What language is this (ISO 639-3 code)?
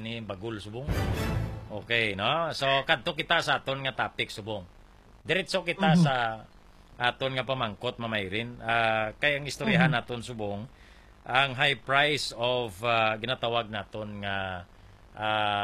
hil